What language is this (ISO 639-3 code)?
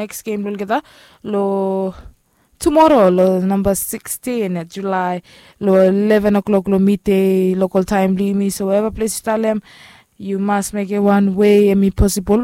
bis